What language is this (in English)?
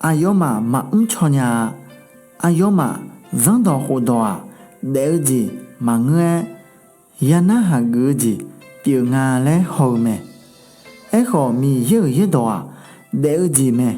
Akha